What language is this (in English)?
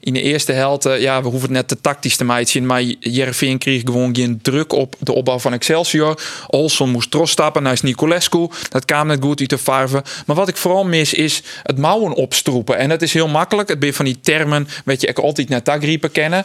Western Frisian